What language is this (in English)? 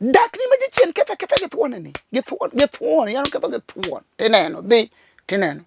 Luo (Kenya and Tanzania)